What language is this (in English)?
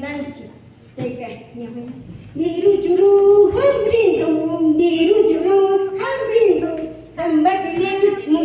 Imbabura Highland Quichua